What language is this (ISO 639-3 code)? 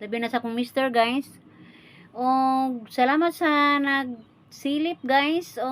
ceb